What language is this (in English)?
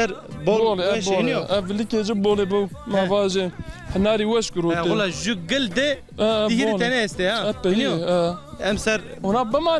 Zaza